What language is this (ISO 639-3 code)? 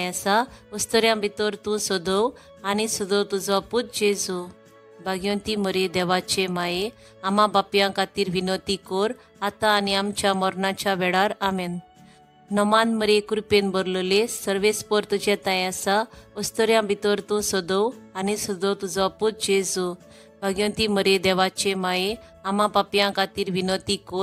kok